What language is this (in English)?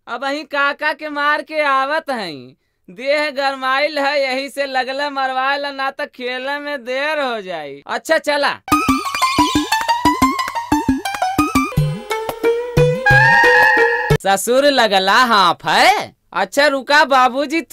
Bhojpuri